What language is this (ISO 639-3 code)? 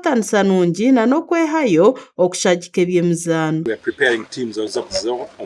nyn